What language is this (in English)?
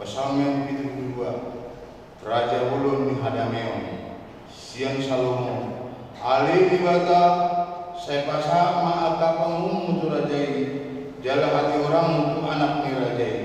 Batak Toba